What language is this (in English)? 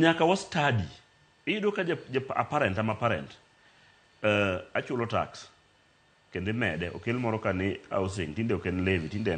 Luo (Kenya and Tanzania)